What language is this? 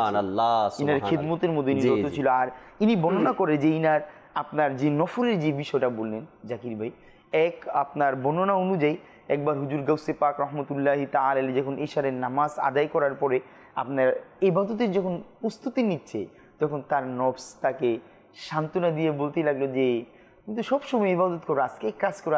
Bangla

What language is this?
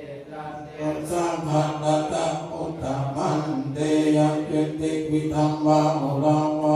Pali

